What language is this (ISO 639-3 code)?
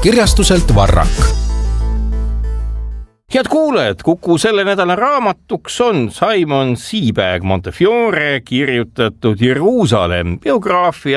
est